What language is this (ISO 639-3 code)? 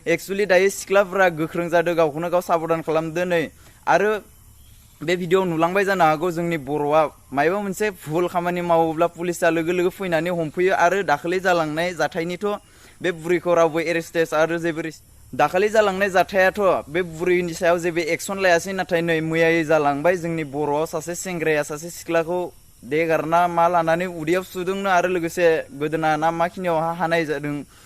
brx